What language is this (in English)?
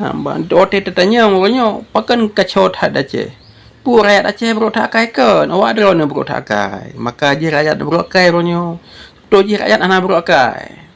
Achinese